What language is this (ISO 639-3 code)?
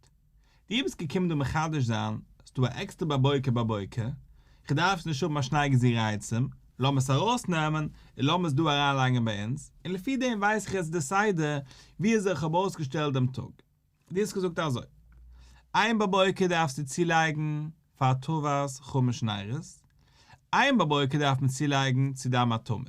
yid